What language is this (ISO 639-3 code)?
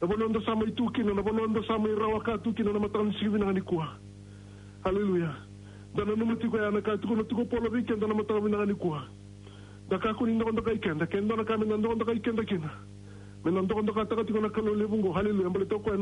fij